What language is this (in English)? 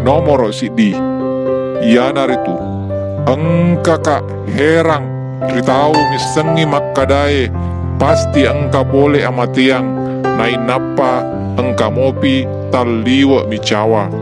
Buginese